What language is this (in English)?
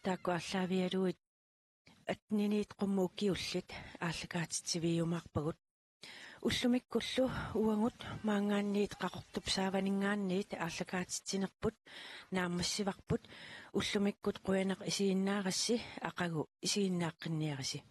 Kalaallisut